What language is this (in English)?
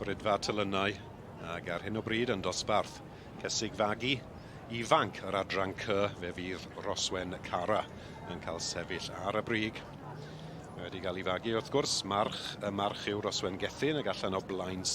Welsh